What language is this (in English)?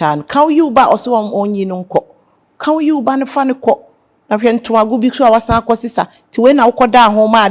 Akan